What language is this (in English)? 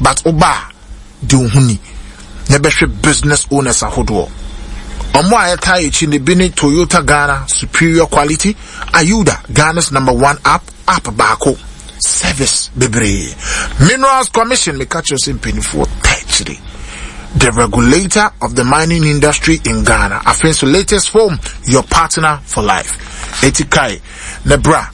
Akan